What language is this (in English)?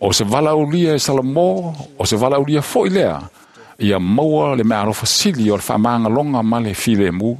Samoan